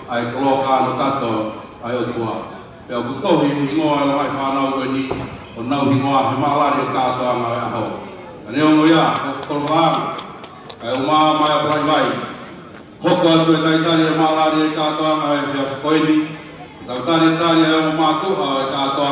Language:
Tongan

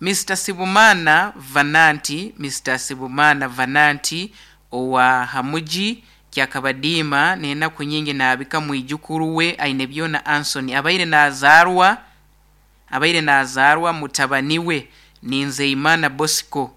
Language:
Nyankole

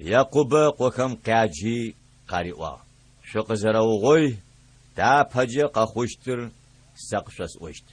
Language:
Adyghe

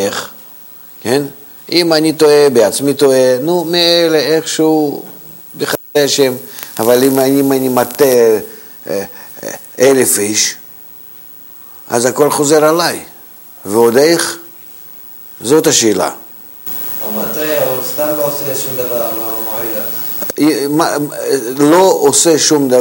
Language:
Hebrew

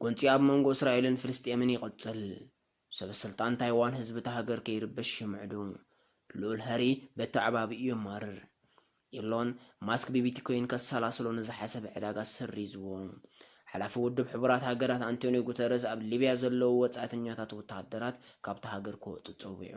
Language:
Tigrinya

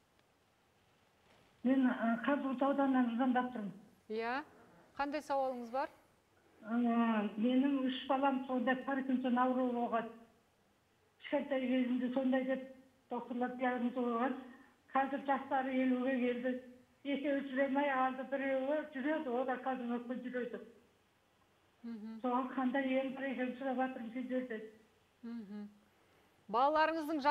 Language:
Kazakh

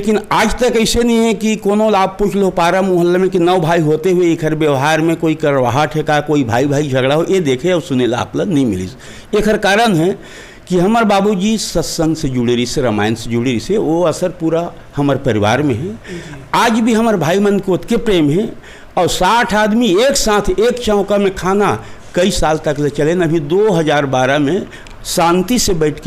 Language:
Chhattisgarhi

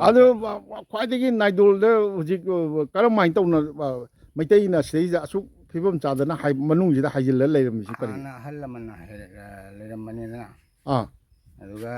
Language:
Manipuri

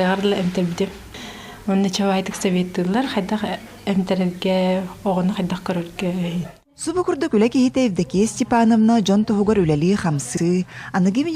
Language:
Yakut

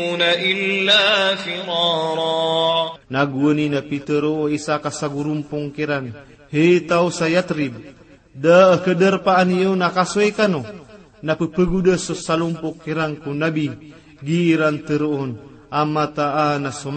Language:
Maranao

